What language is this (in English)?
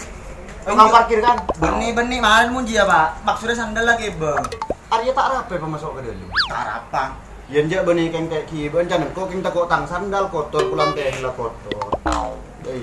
Madurese